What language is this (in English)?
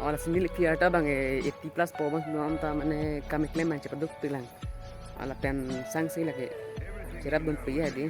Karbi